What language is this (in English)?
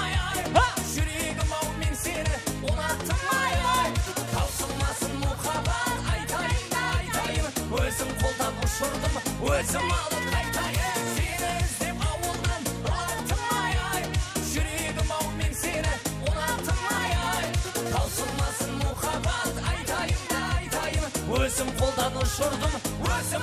Kara-Kalpak